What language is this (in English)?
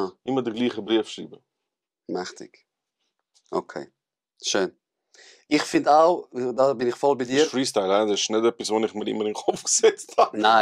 Swiss German